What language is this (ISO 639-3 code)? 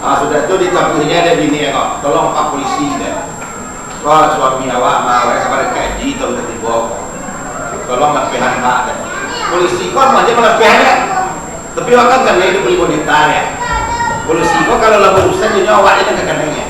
min